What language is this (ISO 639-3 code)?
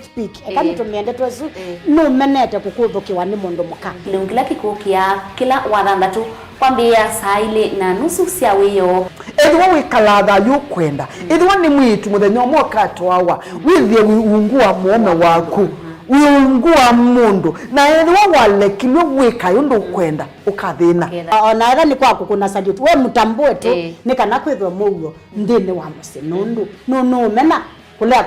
kam